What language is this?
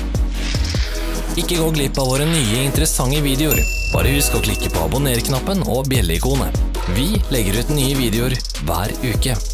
Norwegian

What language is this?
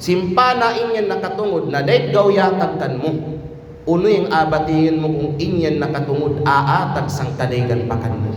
Kalagan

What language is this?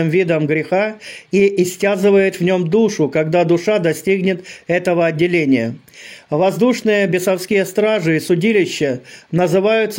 Russian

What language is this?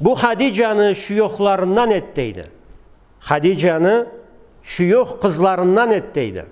Karachay-Balkar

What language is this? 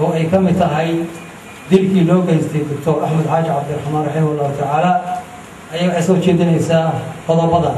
Somali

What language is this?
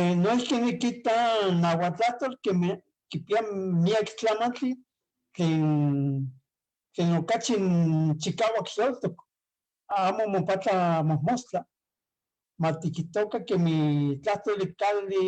Eastern Huasteca Nahuatl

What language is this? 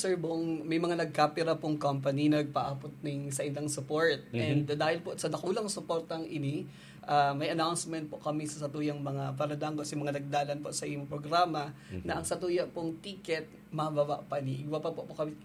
Bikol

